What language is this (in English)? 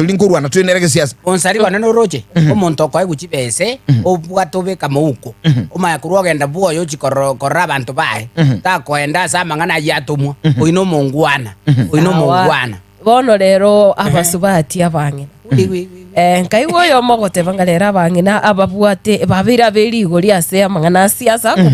Gusii